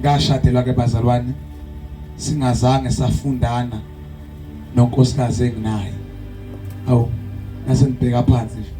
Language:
Zulu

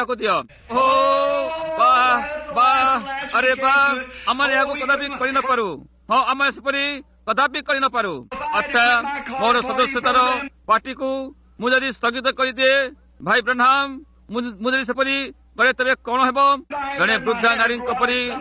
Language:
Odia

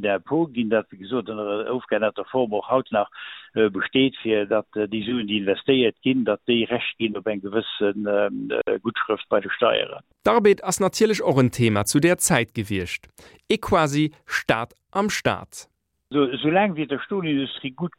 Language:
Luxembourgish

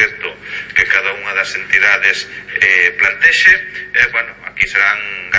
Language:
Galician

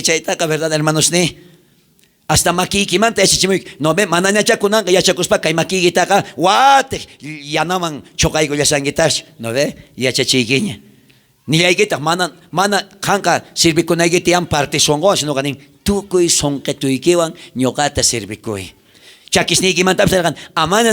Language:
South Bolivian Quechua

